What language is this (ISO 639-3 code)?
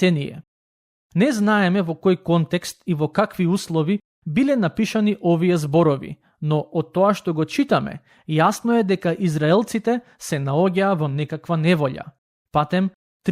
mkd